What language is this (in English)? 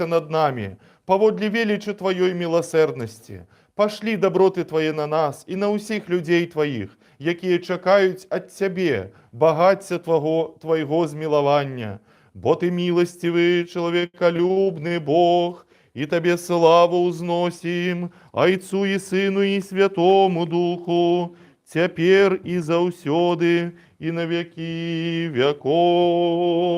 Belarusian